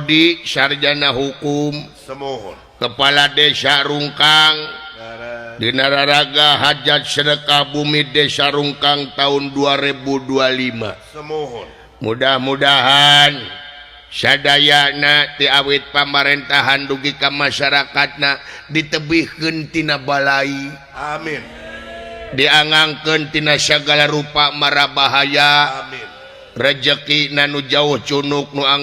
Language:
Sundanese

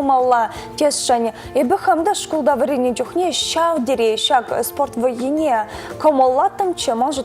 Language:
Chuvash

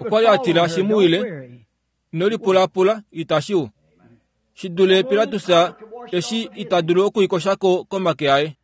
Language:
Kuanyama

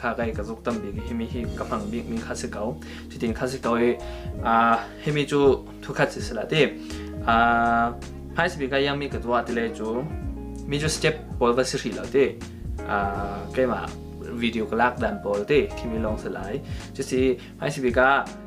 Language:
Falam Chin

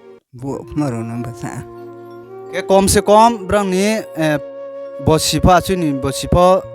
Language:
Riang (India)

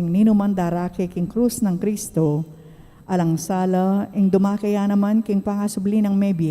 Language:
Pampanga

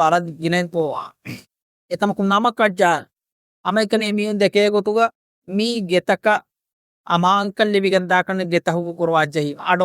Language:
Divehi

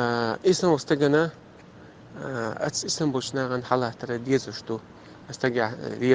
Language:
Chechen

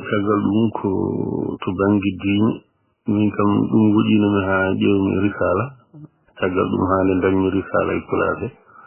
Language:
Fula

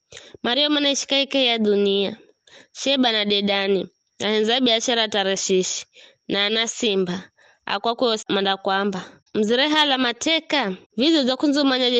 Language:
Giryama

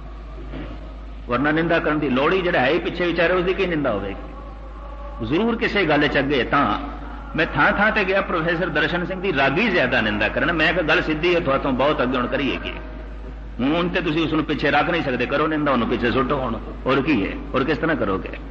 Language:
Punjabi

